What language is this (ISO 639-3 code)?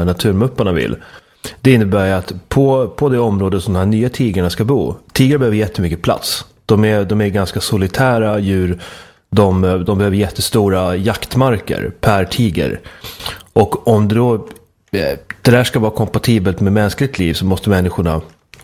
swe